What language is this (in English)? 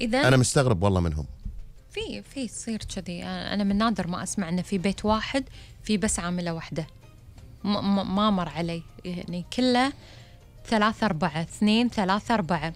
Gulf Arabic